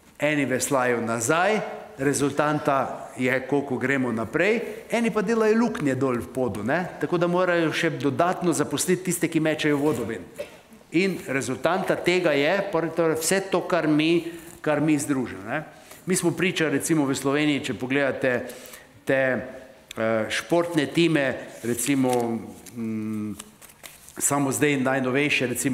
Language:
Slovenian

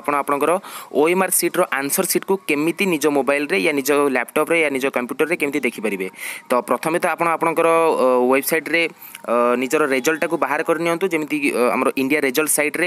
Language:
Odia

